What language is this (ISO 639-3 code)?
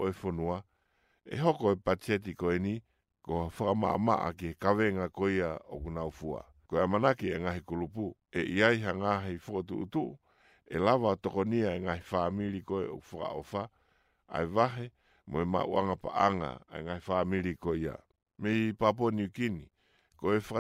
ton